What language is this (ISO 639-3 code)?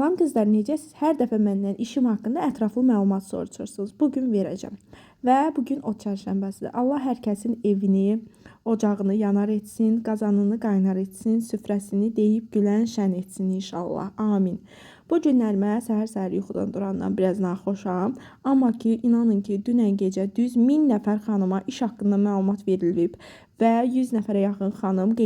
aze